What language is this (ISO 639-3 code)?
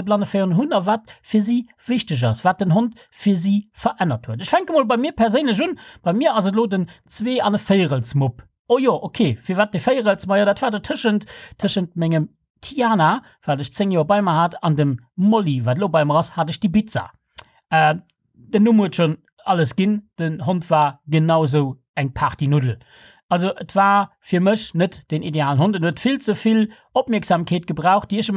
ltz